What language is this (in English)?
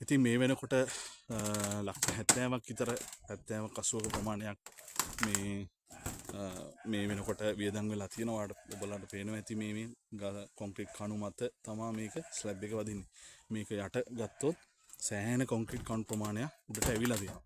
Sinhala